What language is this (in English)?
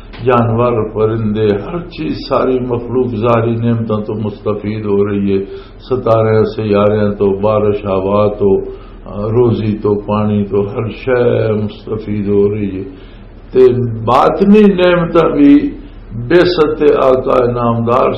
Western Panjabi